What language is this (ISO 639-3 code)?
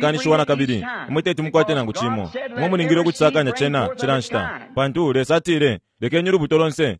bem